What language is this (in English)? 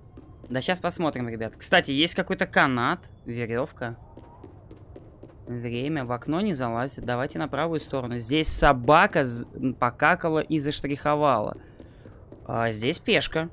Russian